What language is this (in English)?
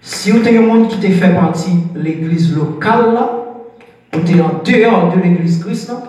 Haitian Creole